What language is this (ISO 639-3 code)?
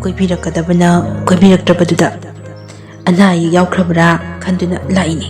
mni